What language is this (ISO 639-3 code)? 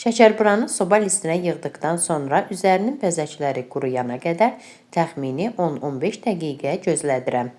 aze